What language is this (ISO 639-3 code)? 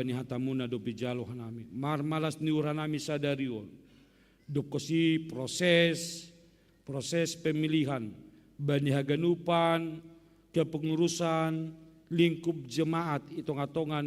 bts